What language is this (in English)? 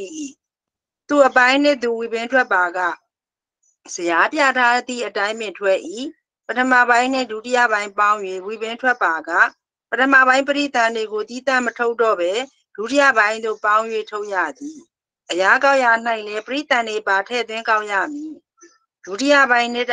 Burmese